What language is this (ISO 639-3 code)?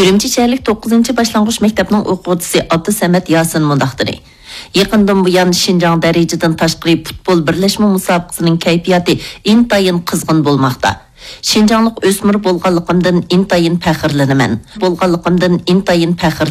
uig